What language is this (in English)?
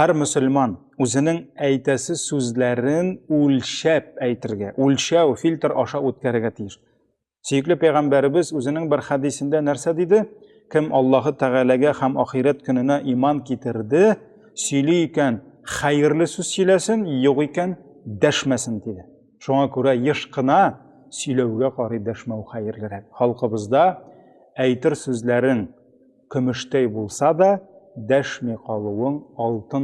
Tatar